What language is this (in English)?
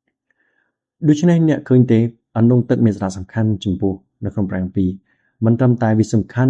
Khmer